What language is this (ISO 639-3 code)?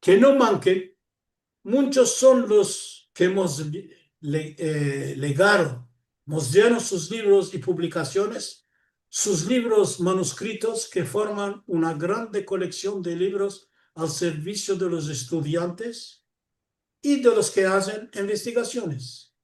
lad